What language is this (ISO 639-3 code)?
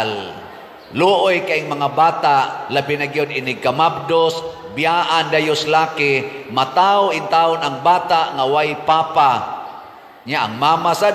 ceb